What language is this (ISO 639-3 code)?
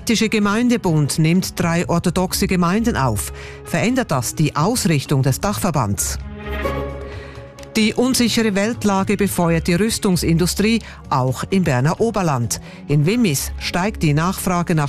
deu